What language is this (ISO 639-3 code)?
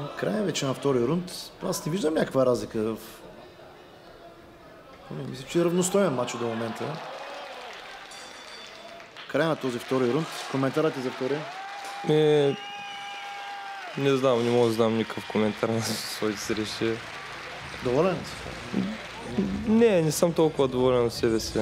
bul